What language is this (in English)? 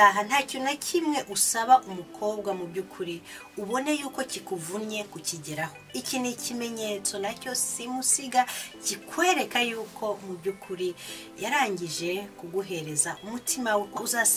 Kinyarwanda